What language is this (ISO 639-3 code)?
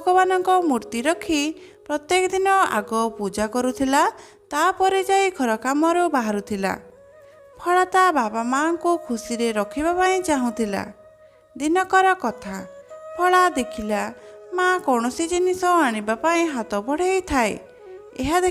ori